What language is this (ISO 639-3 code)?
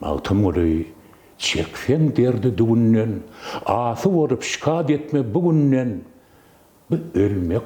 tuk